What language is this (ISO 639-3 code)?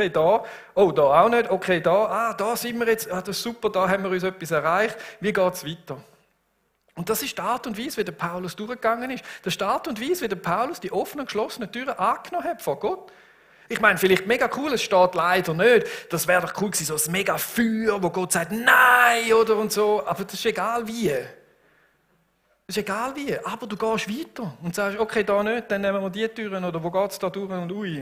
gsw